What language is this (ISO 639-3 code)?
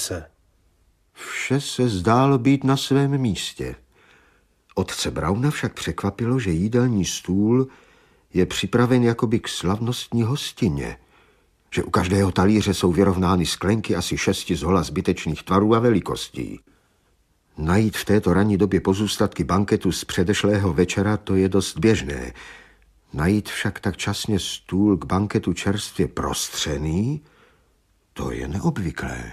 ces